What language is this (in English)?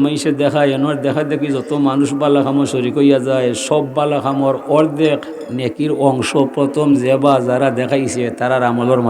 Sylheti